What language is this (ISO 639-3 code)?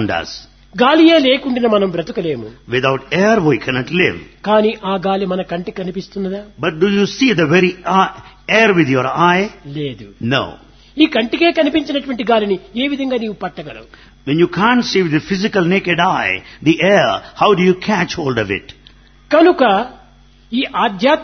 tel